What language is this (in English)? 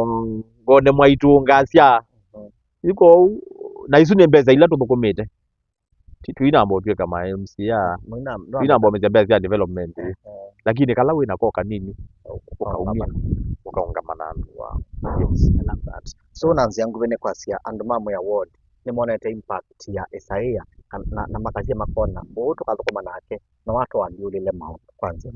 Kamba